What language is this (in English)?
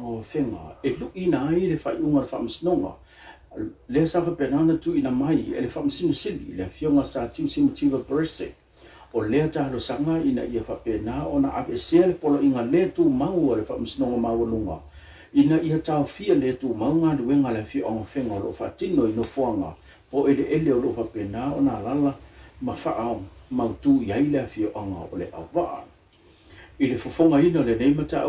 Samoan